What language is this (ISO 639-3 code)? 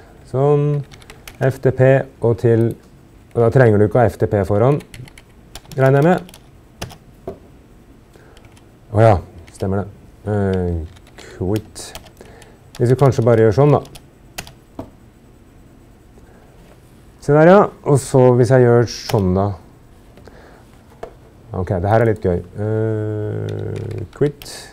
nor